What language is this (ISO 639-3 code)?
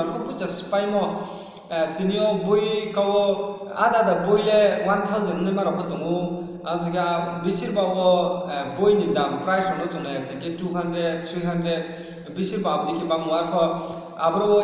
ria